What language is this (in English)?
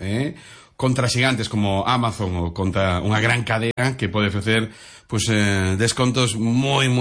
Galician